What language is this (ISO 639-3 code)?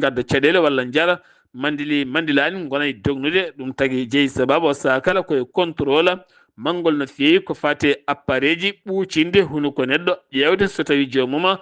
ful